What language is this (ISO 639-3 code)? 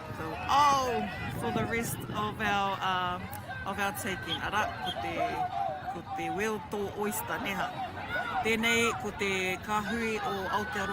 mri